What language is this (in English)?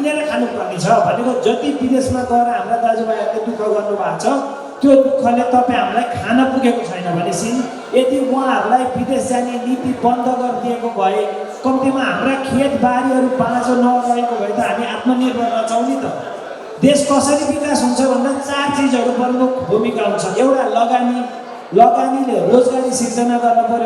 Nepali